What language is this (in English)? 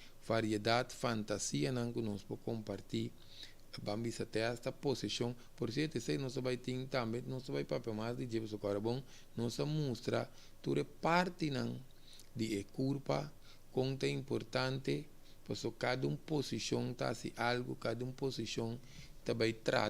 Papiamento